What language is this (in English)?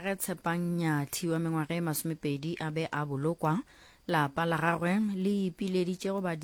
Northern Sotho